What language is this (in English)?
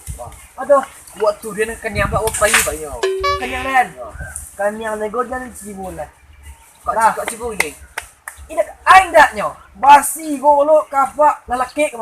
Minangkabau